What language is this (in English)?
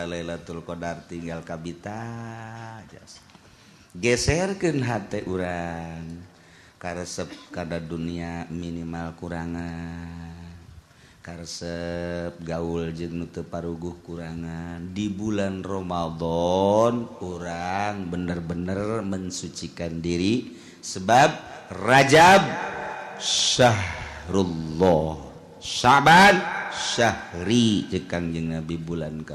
Sundanese